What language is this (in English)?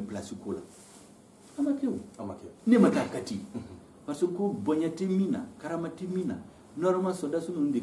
Bambara